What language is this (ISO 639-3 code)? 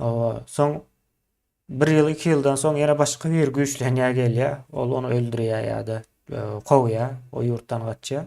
tuk